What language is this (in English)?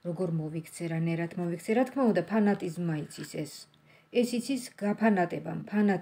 Georgian